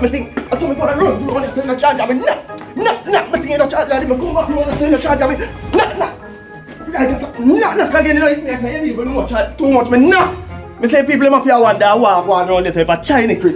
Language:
Jamaican Creole English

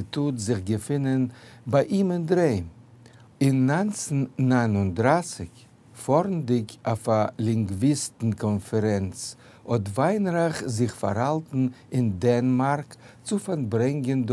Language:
Yiddish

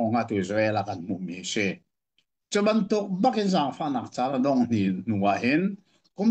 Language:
Hakha Chin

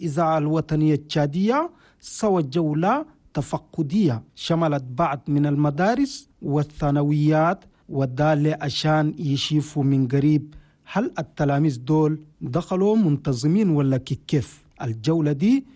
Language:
Chadian Arabic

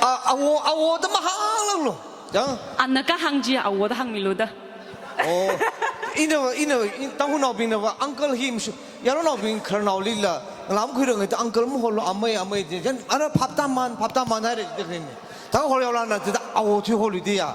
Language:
Tangkhul Naga (India)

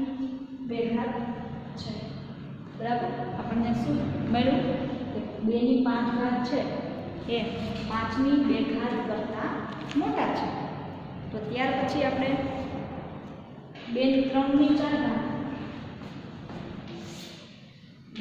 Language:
Gujarati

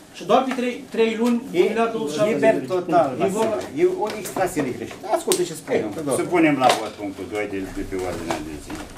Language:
Romanian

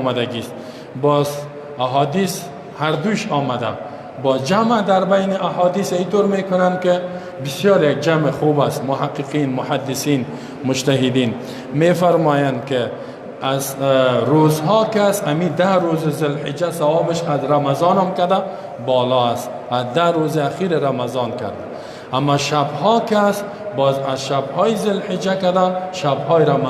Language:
Persian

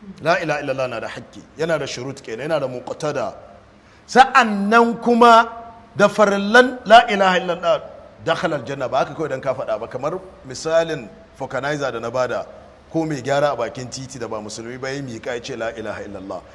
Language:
Hausa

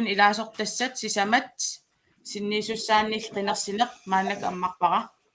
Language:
Kalaallisut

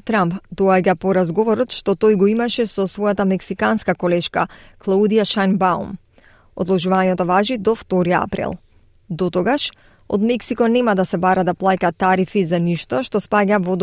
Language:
Macedonian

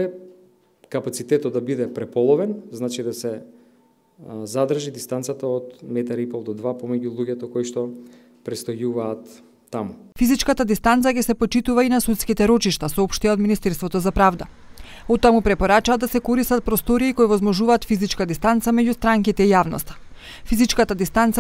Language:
Macedonian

